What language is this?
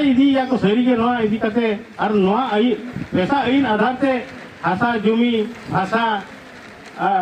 Santali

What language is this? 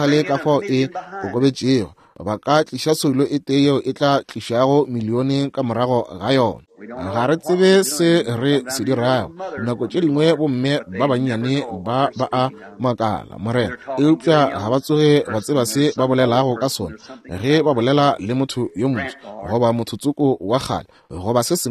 Northern Sotho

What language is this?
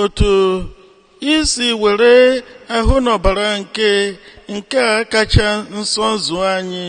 Igbo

